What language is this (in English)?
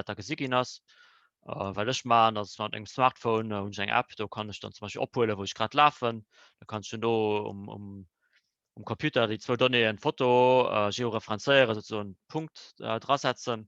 Luxembourgish